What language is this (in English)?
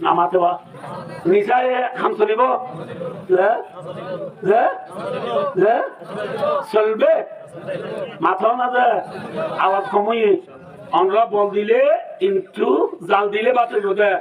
Rohingya